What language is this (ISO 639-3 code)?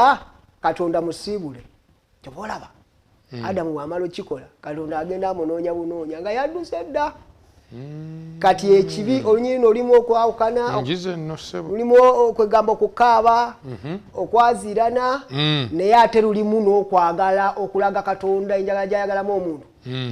lug